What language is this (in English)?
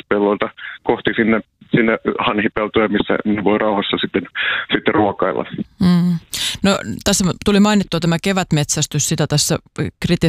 Finnish